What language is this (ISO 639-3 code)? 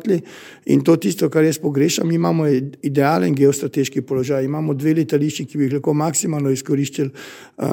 slv